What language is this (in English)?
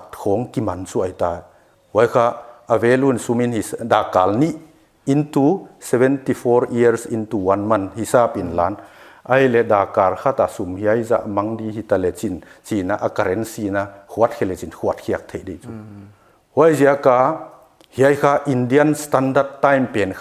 Paite Chin